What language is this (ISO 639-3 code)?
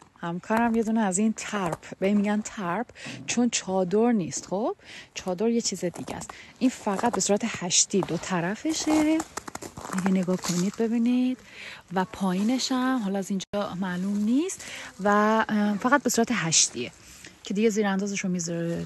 fas